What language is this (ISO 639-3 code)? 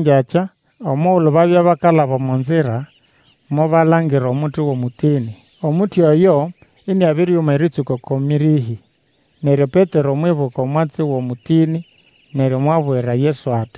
nnb